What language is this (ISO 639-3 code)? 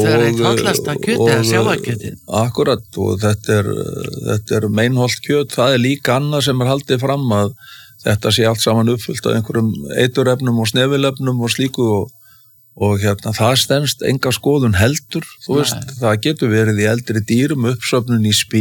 isl